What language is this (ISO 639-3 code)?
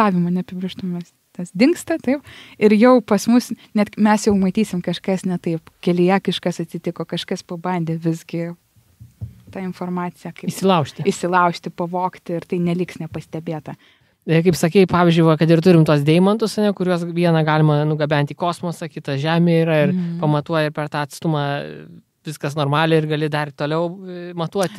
lit